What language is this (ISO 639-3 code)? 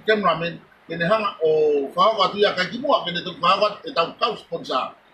ton